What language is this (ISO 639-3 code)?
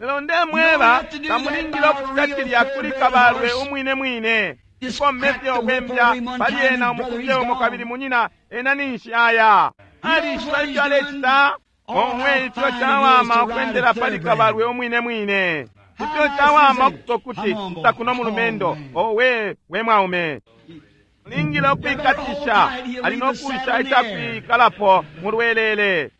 bem